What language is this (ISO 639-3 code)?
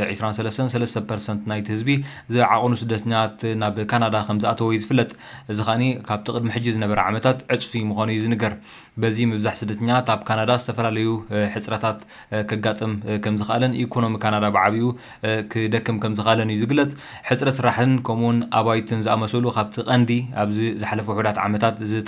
tir